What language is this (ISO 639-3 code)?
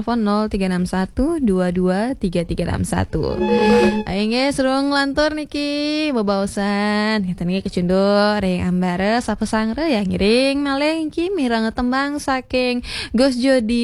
ban